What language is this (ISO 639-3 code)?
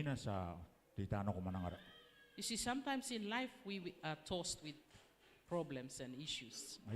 gil